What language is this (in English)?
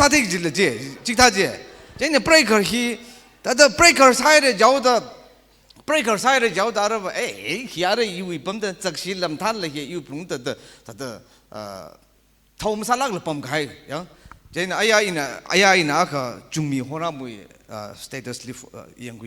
Tangkhul Naga (India)